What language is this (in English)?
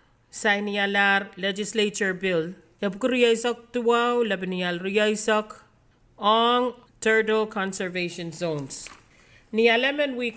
Pohnpeian